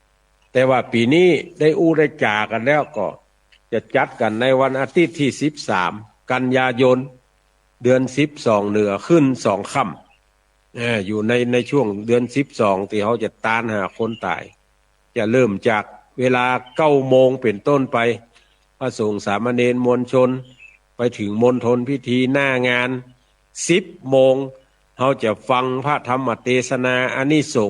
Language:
Northern Thai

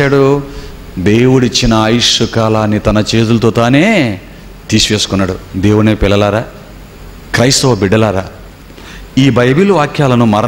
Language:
Telugu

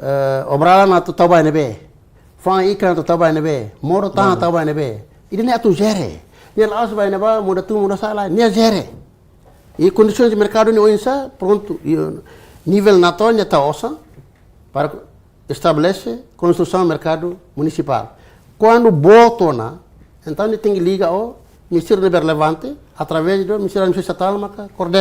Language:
Tetum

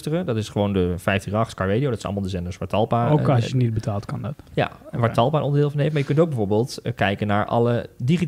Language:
Dutch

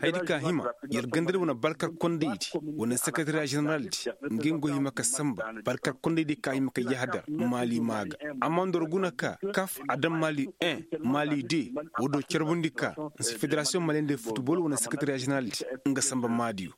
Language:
Koyraboro Senni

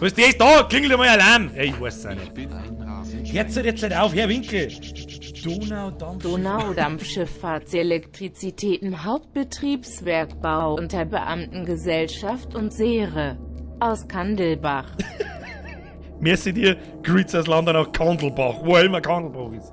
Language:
Bavarian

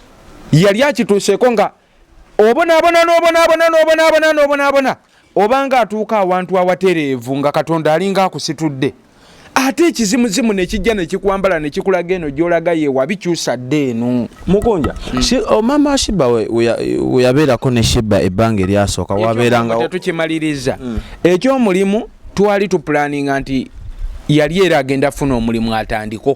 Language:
Ganda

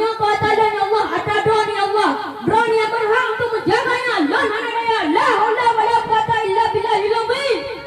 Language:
Achinese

